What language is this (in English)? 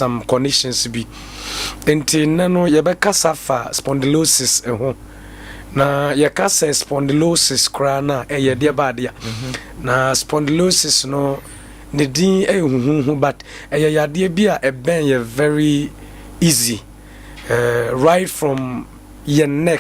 Akan